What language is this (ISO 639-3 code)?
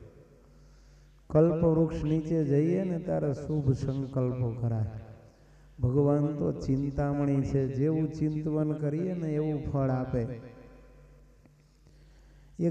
guj